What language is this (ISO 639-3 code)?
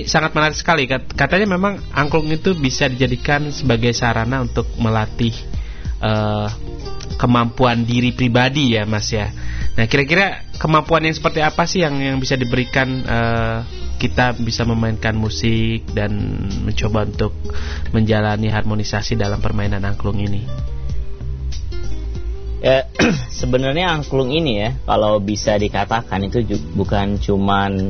ind